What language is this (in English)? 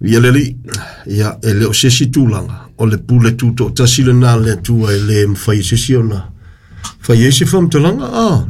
Samoan